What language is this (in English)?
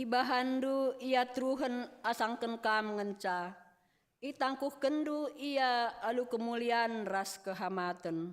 Batak Karo